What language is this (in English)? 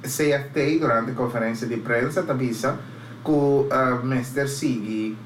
Papiamento